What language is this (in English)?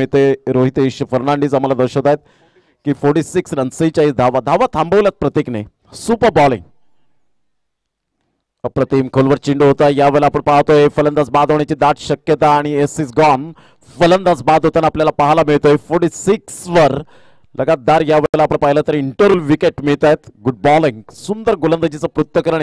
Marathi